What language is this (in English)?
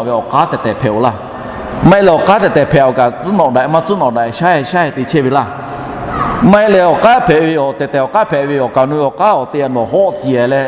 Lahu